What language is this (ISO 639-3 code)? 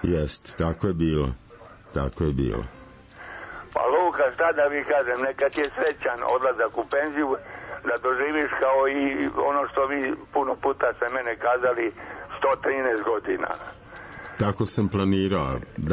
srp